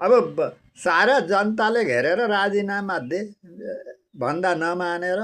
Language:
Nepali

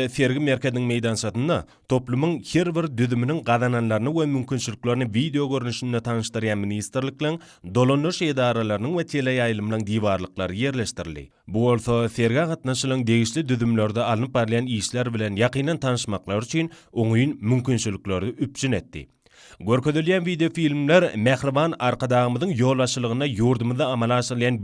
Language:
Turkmen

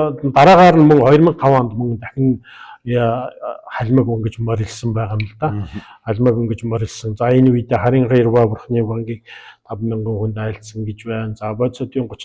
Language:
Mongolian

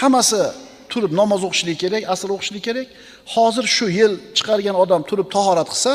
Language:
Uzbek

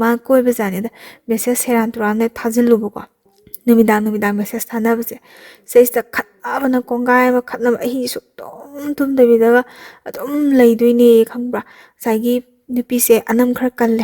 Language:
Manipuri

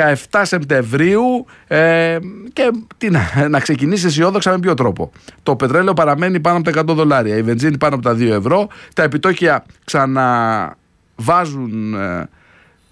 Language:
Greek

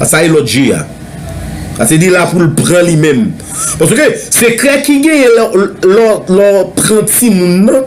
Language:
Haitian Creole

